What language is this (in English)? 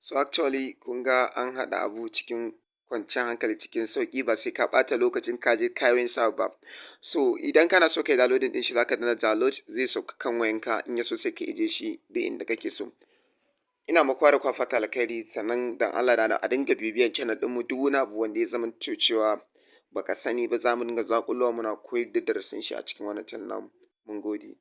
Hausa